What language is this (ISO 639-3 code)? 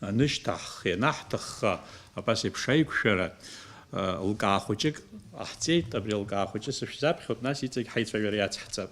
abk